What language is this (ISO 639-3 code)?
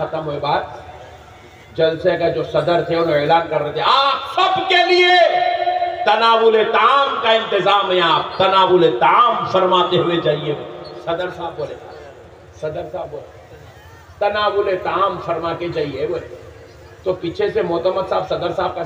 urd